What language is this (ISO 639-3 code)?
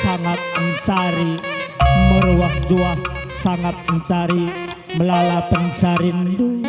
btx